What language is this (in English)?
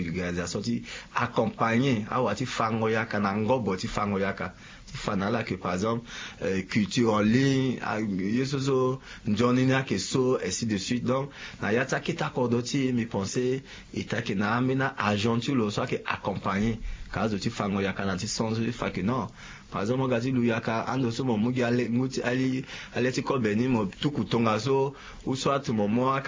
Sango